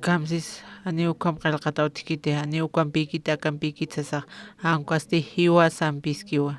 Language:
Aymara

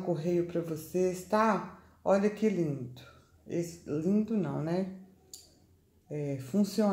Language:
Portuguese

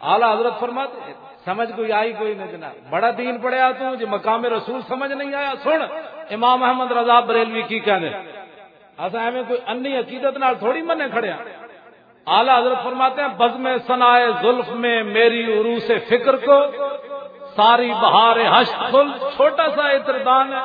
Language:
Western Panjabi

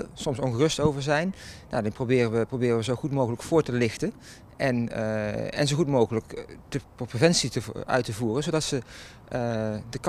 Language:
Dutch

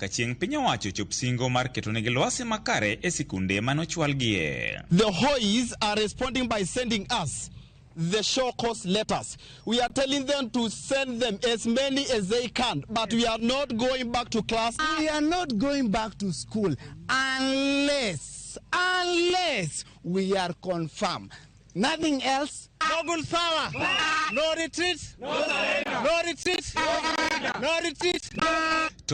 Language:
Luo (Kenya and Tanzania)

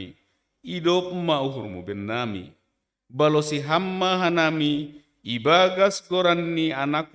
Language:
Batak Simalungun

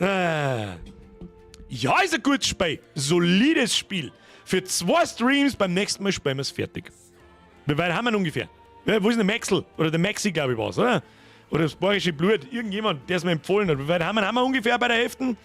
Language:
Bavarian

